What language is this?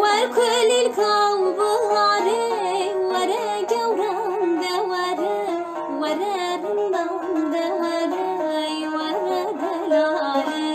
Kurdish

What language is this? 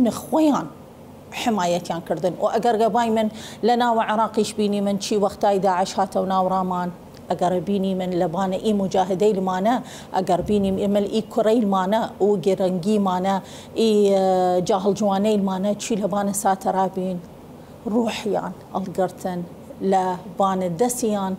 Southern Kurdish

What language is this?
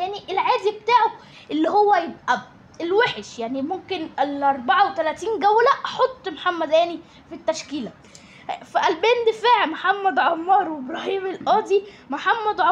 Egyptian Arabic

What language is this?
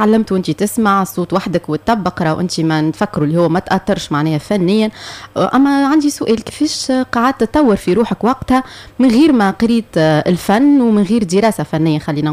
Tunisian Arabic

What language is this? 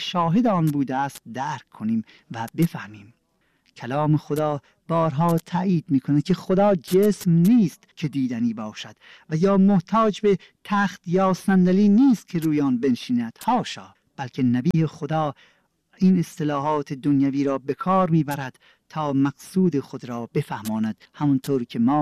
Persian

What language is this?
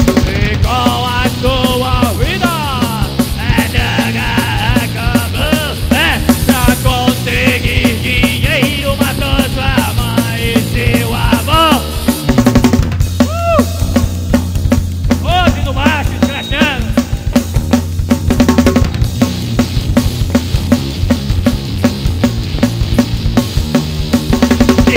Portuguese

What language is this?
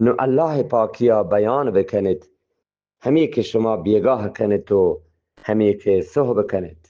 Eastern Balochi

